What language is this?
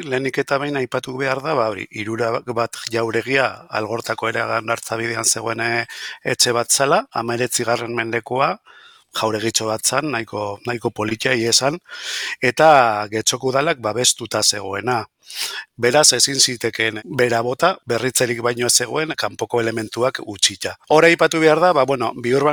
Basque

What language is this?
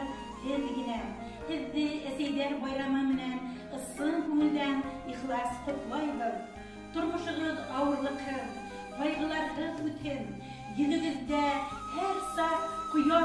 Bashkir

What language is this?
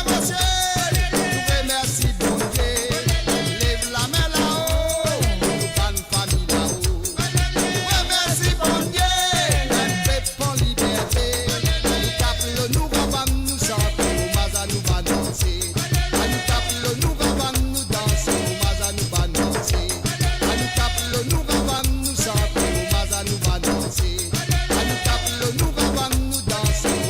Morisyen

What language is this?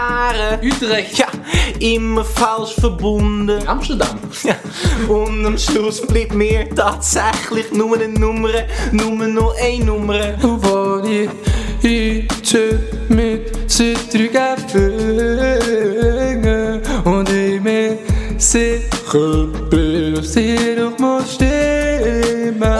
Swiss German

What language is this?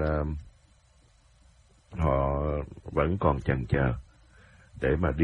Vietnamese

